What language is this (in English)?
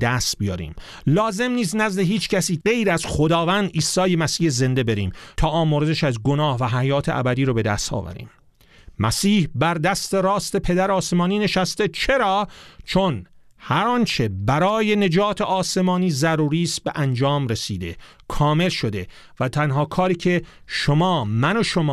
Persian